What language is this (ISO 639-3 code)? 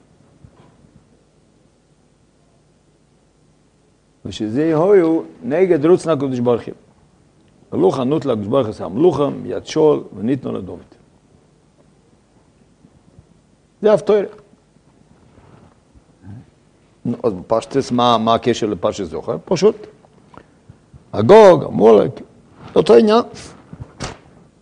heb